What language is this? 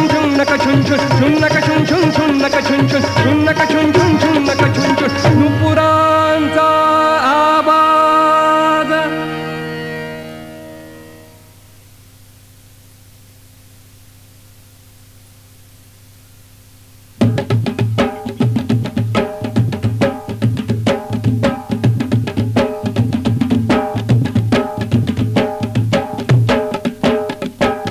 Marathi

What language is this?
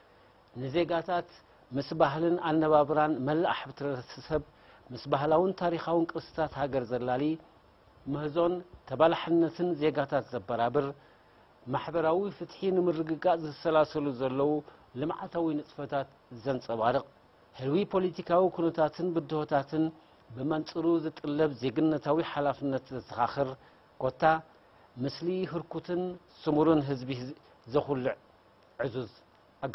Tigrinya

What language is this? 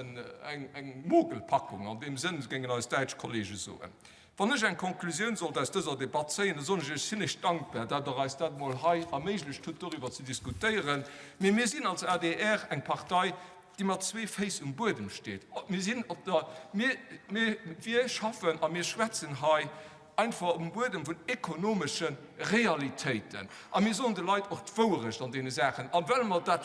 Luxembourgish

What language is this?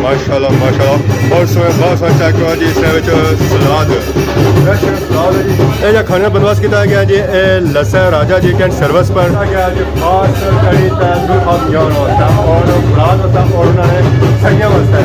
Pahari-Potwari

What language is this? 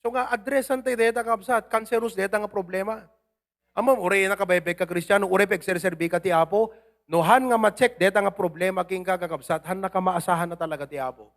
Iloko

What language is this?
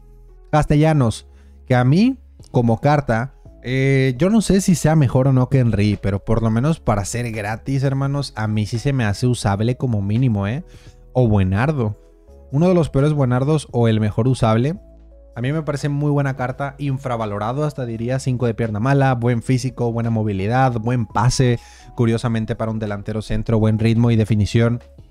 Spanish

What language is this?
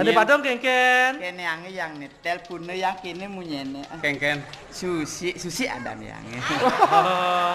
Balinese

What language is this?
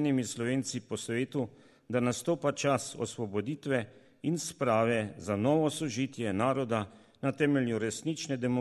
Slovenian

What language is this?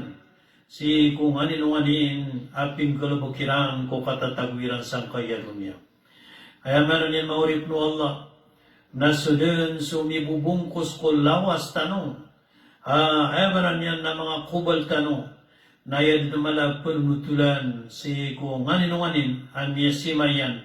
Maranao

